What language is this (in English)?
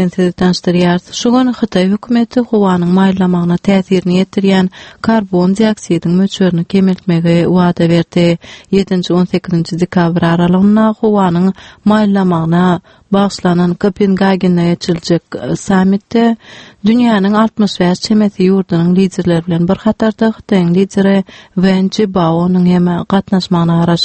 Turkmen